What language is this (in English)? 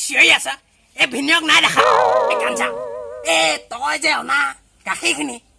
Assamese